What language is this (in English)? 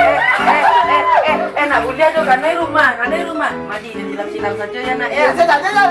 Minangkabau